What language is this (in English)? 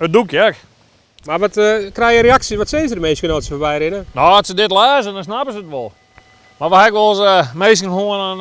Western Frisian